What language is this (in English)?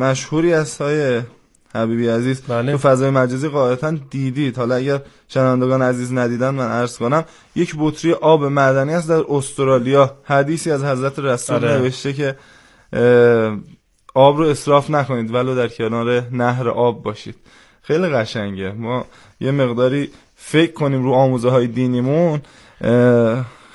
Persian